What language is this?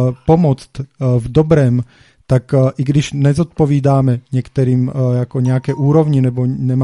Czech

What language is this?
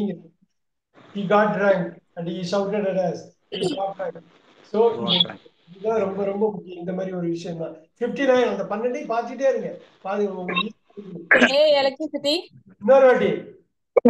Tamil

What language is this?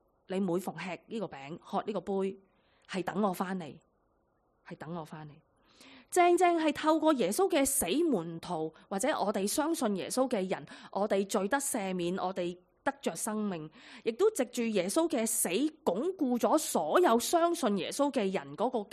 Cantonese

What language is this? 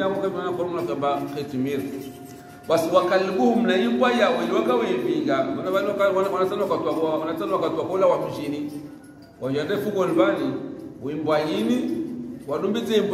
Swahili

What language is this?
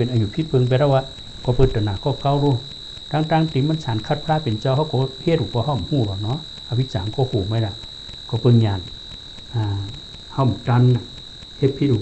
Shan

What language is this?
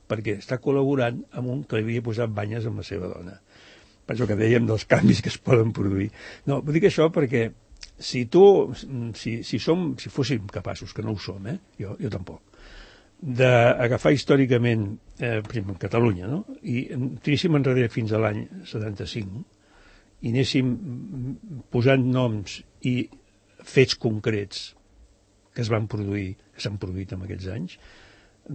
Catalan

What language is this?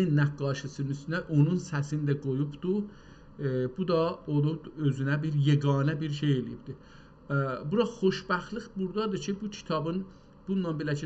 South Azerbaijani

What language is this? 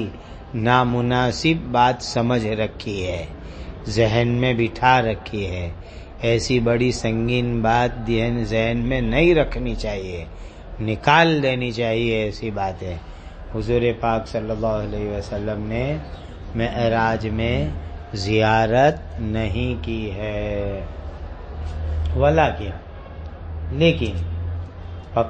Urdu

